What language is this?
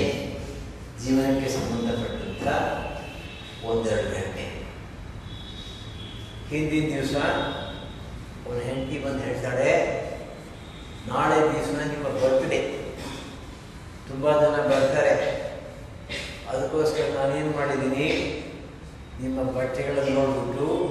Kannada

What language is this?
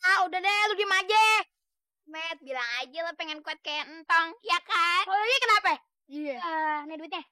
Betawi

